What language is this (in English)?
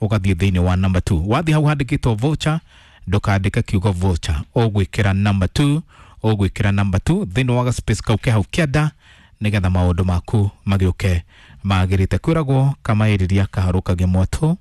Kikuyu